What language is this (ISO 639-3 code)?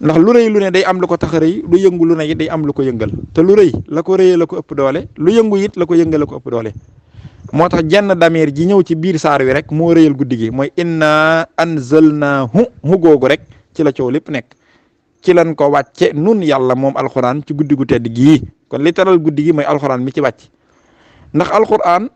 wol